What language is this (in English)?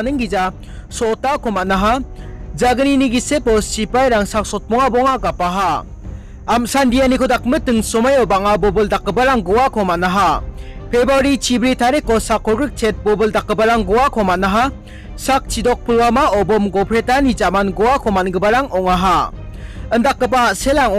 Garo